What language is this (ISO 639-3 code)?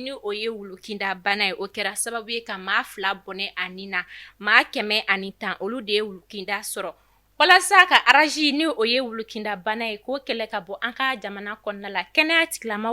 bam